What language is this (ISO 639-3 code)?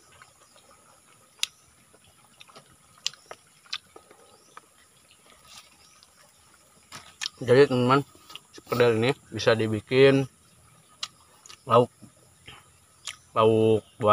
ind